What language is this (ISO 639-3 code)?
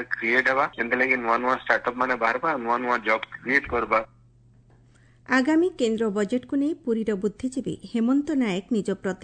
ori